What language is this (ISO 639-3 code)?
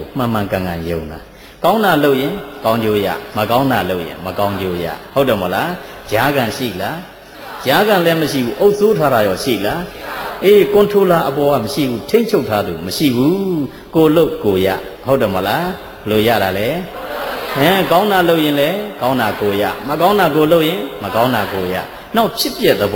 mya